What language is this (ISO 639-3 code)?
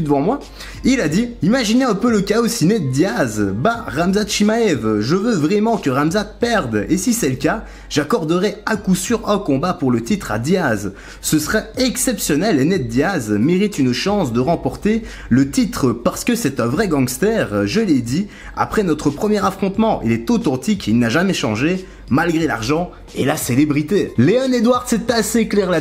fra